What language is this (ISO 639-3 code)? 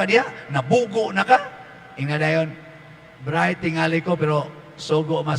ceb